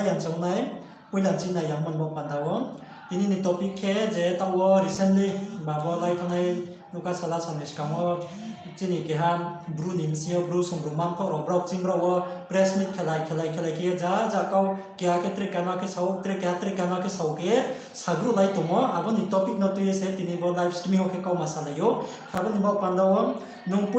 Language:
Riang (India)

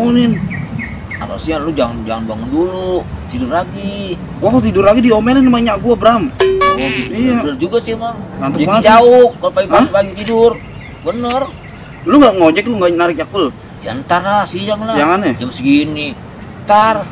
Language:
Betawi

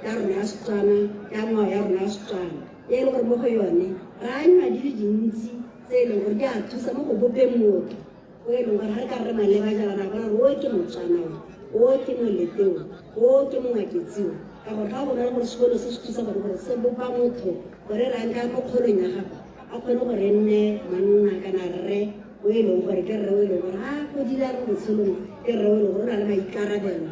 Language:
Tswana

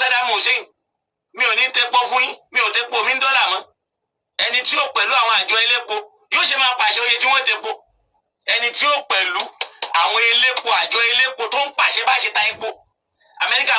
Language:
Yoruba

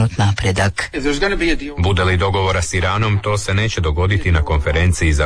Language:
Croatian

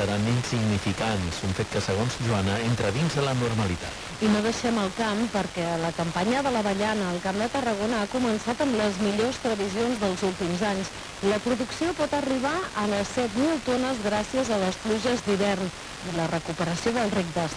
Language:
Catalan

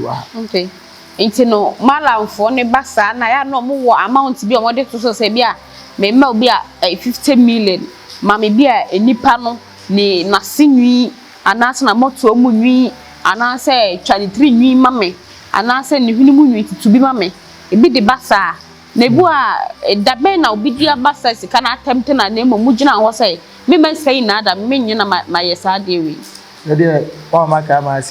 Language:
Akan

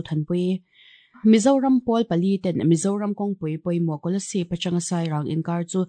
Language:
Mizo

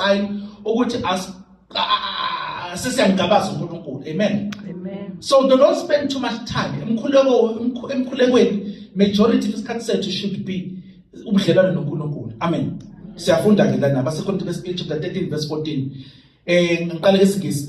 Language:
Zulu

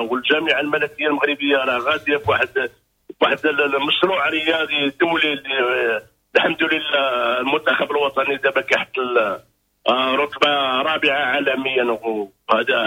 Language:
Moroccan Arabic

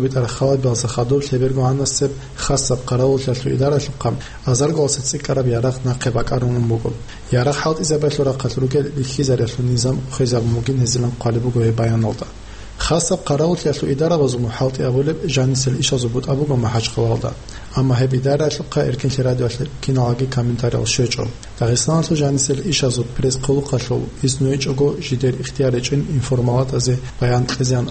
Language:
Avaric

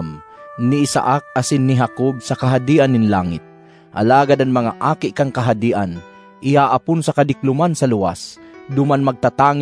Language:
Bikol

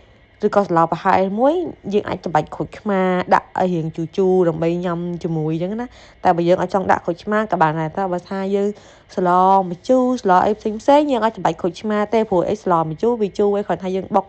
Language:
Khmer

